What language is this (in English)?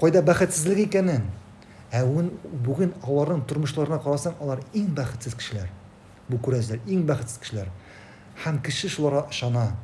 Tatar